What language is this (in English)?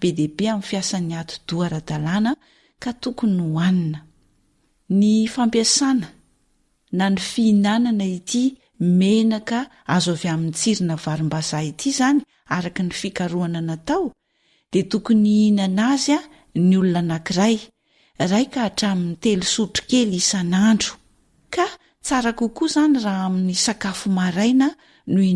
Malagasy